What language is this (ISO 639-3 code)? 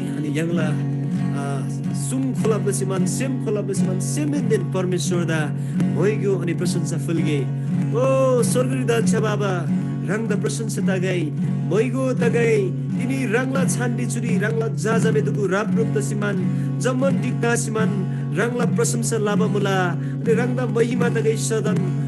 taj